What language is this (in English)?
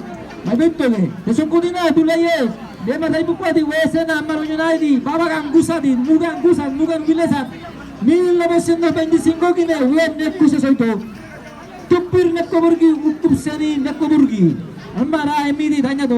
San Blas Kuna